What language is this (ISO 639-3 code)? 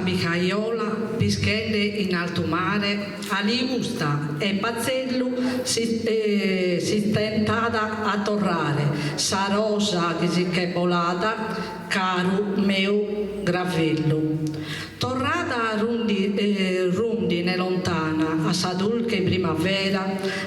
srd